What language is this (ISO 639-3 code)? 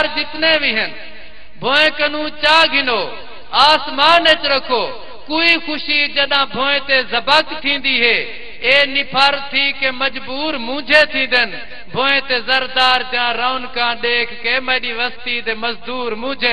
skr